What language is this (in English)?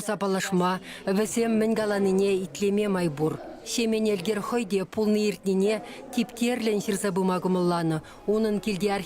Chuvash